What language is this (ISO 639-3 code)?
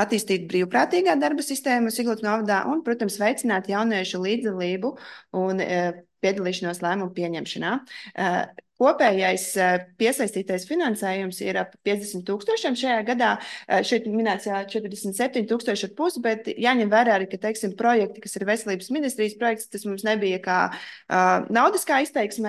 lav